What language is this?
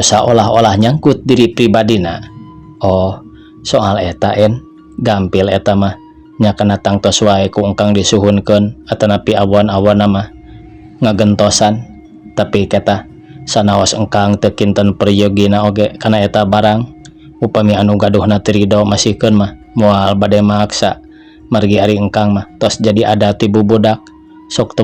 Sundanese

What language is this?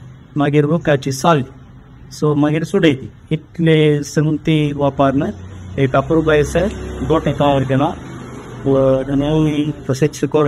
Konkani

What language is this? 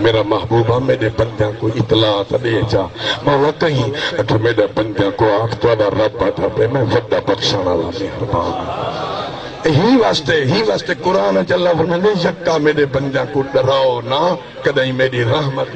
Saraiki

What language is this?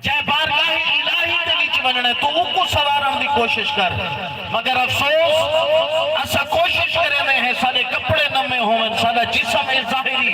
Saraiki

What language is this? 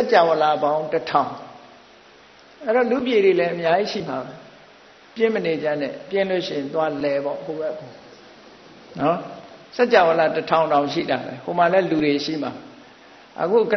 Burmese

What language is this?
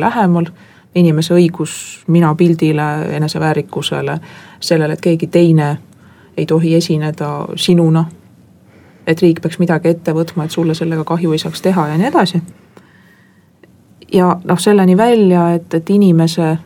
Estonian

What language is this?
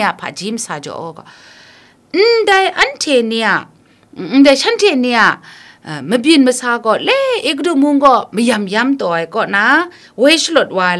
Kachin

